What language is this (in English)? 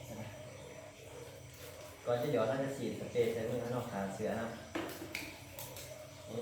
Lao